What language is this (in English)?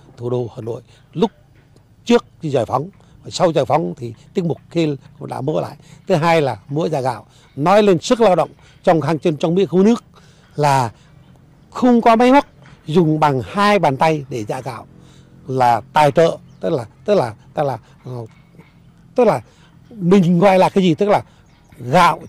Vietnamese